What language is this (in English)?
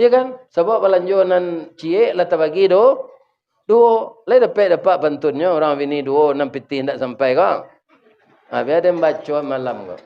Minangkabau